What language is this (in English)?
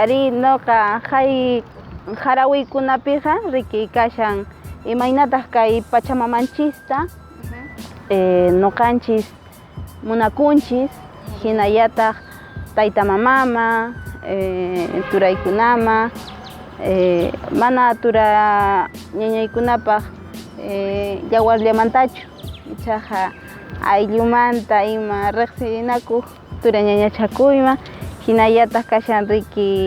Quechua